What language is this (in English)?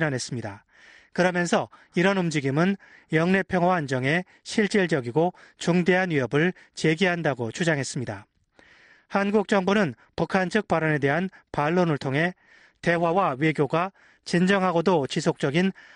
Korean